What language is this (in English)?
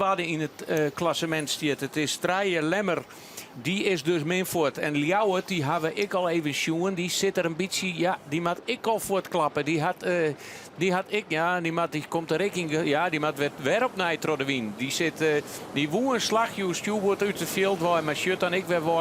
Western Frisian